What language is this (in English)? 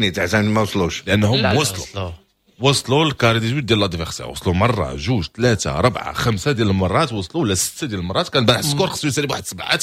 Moroccan Arabic